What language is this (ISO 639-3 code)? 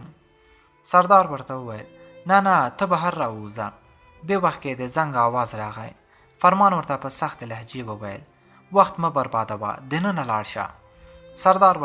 pus